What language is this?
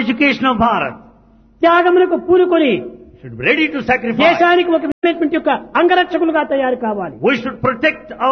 Telugu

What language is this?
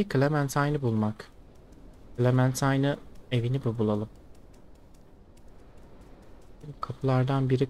Turkish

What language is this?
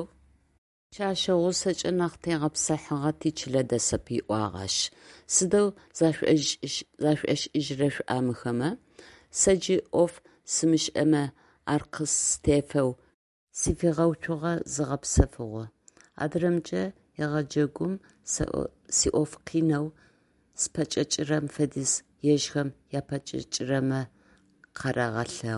Adyghe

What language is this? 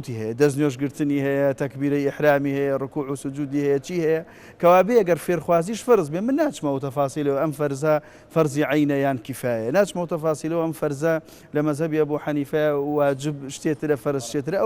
Central Kurdish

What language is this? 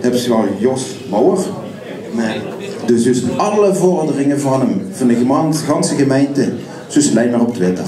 Limburgish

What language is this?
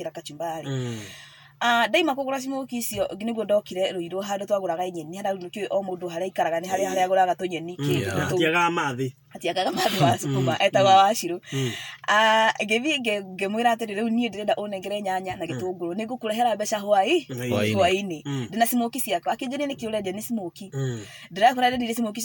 Kikuyu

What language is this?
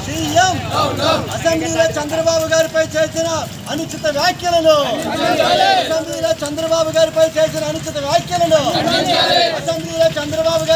Telugu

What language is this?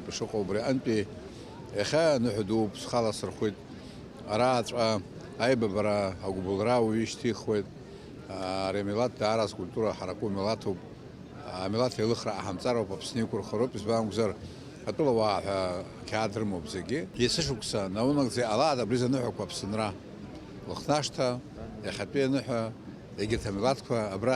Abkhazian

